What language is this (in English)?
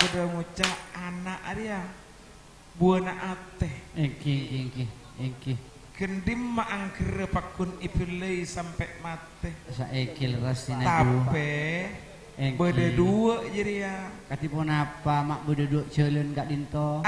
Madurese